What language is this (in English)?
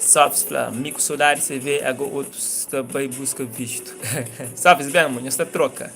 Kabuverdianu